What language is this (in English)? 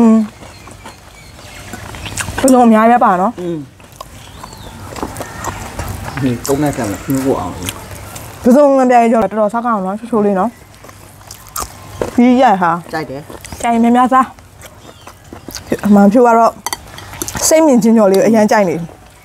Burmese